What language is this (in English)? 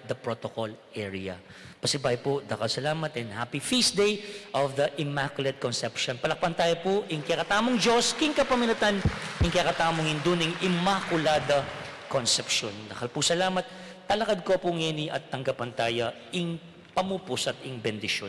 Pampanga